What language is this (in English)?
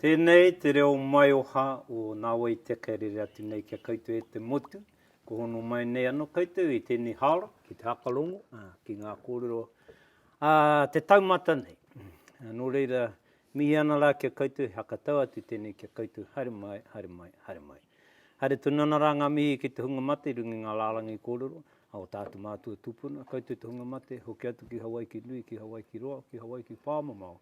Māori